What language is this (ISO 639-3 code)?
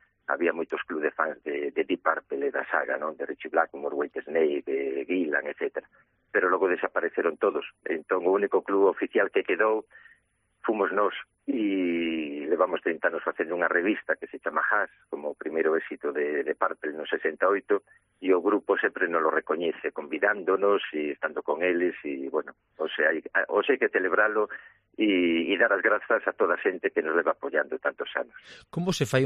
glg